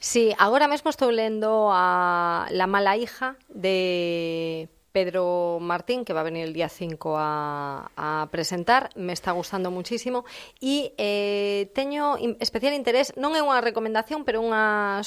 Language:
Galician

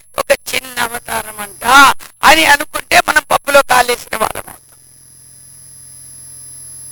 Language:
Telugu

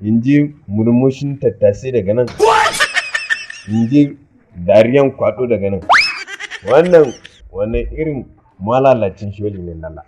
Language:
Hausa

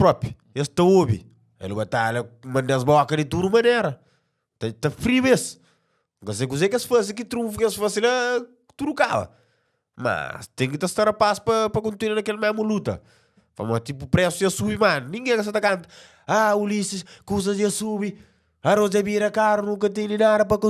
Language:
Kabuverdianu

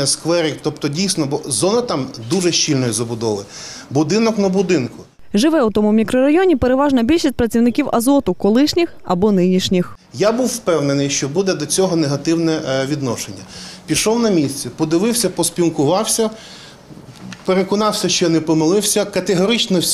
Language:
Ukrainian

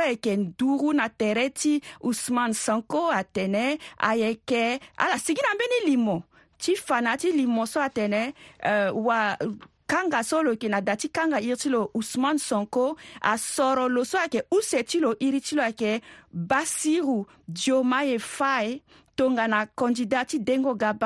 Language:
Sango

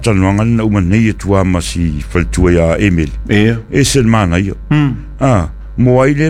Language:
Samoan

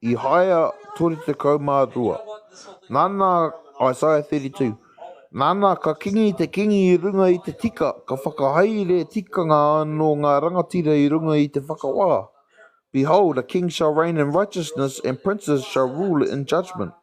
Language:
Māori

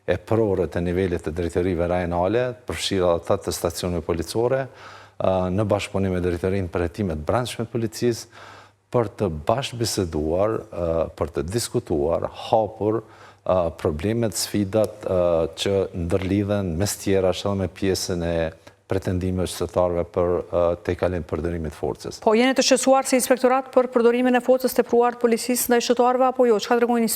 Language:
Albanian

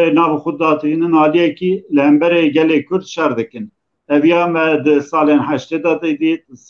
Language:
Kurdish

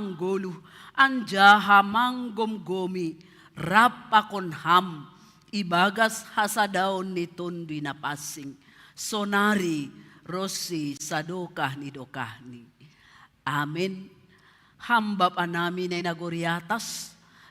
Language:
Batak Simalungun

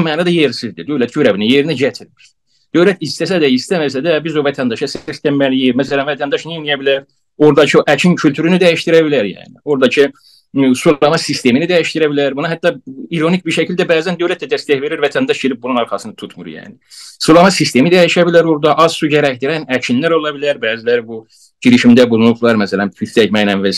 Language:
South Azerbaijani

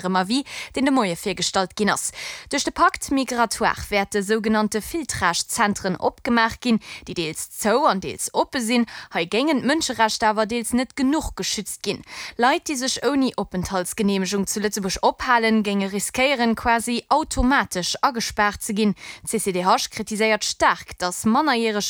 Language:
Luxembourgish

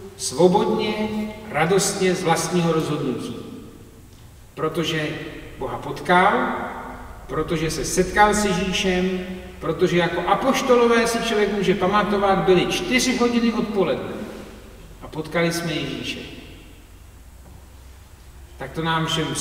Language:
Czech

